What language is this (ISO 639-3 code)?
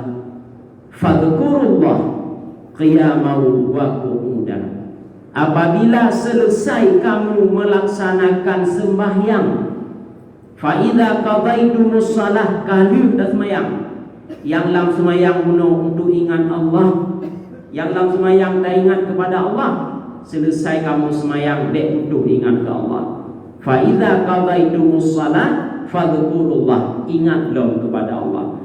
ace